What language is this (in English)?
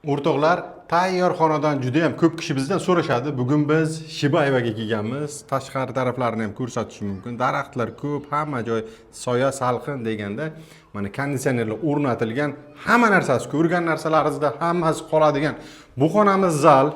Uzbek